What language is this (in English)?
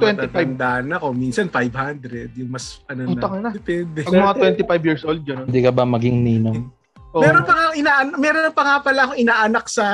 Filipino